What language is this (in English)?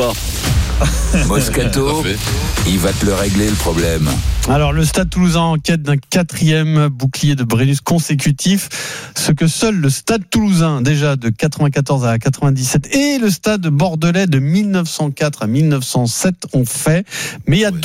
French